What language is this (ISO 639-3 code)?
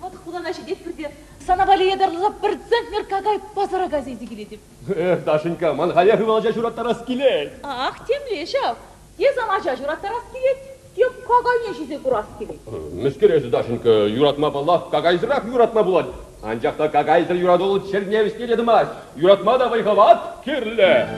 chv